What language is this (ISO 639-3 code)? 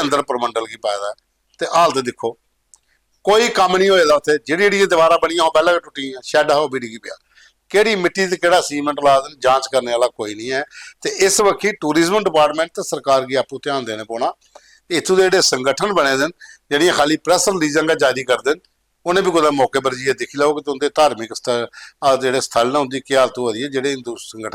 doi